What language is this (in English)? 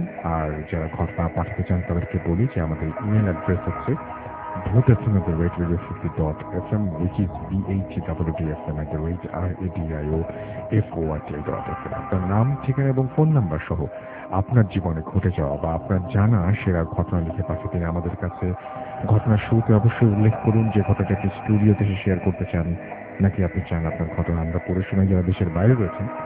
Bangla